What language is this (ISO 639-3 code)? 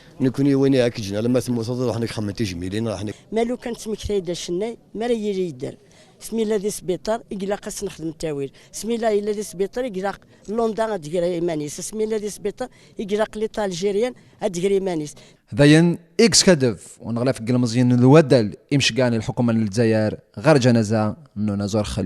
kab